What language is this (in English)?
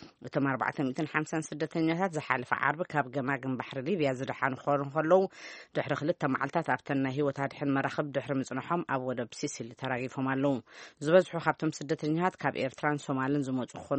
Tigrinya